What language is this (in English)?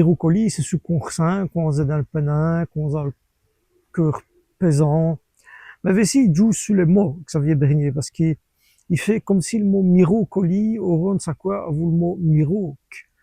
Walloon